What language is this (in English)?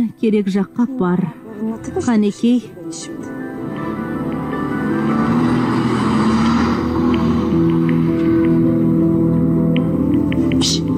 Kazakh